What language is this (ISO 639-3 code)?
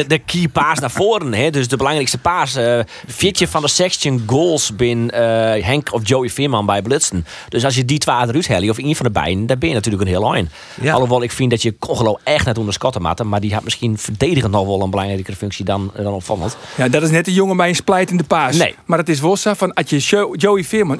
fry